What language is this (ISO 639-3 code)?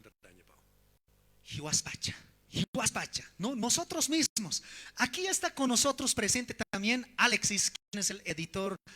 aym